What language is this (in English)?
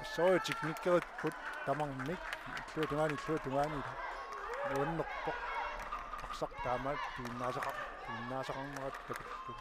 Kalaallisut